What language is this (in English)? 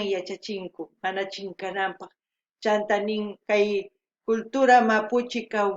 South Bolivian Quechua